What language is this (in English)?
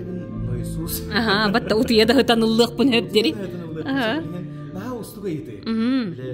Yakut